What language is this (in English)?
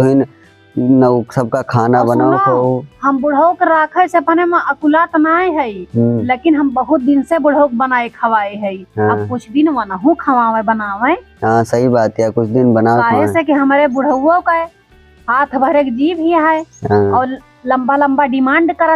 Awadhi